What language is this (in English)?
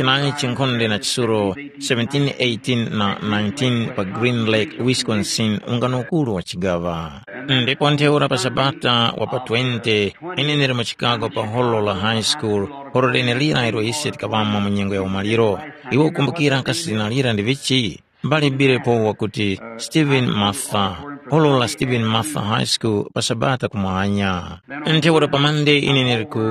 Tumbuka